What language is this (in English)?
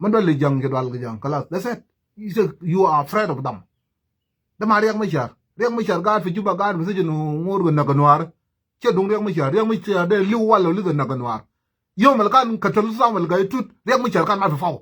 Nuer